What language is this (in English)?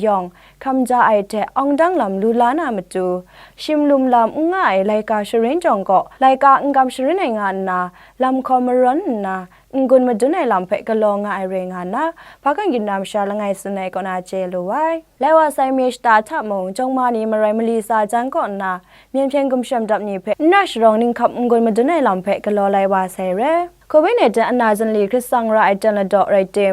Kachin